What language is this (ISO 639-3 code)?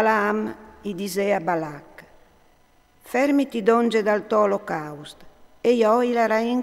fur